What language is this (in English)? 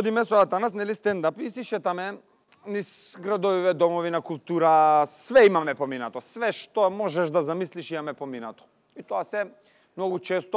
Macedonian